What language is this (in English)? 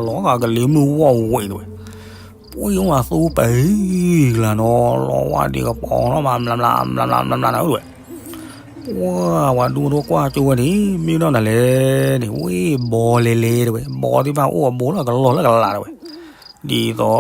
S'gaw Karen